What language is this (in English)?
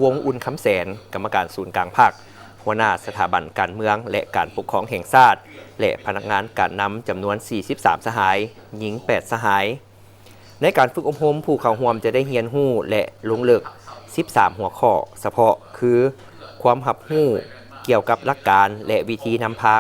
Lao